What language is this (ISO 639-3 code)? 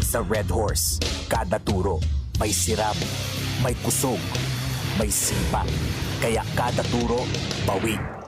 bik